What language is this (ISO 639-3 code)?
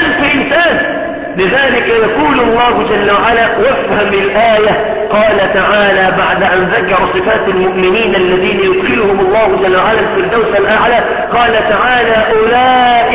ara